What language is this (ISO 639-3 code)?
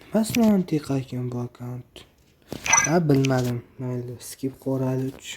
uzb